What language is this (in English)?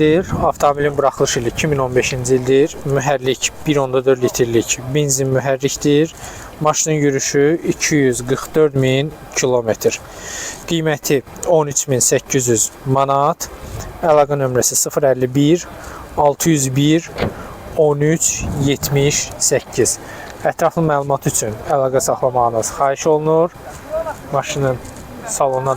Azerbaijani